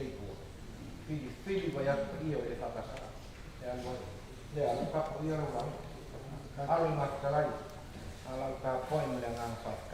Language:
Samoan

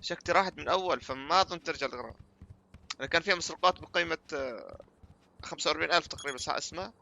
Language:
North Levantine Arabic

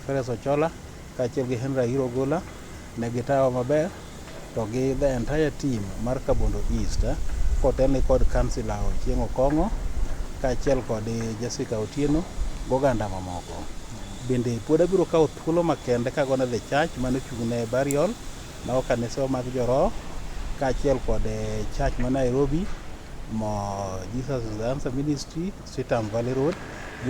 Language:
Luo (Kenya and Tanzania)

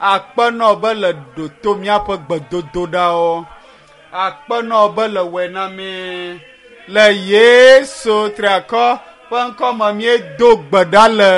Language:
Ewe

